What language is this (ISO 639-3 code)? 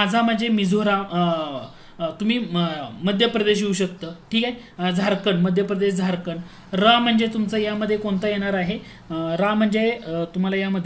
mar